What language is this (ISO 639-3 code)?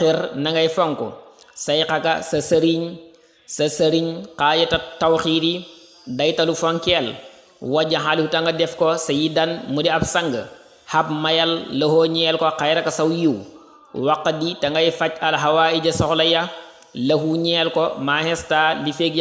wol